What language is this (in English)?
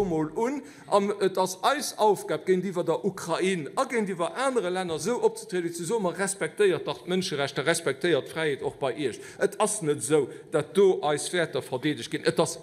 Luxembourgish